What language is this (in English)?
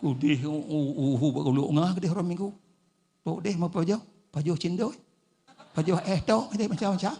Achinese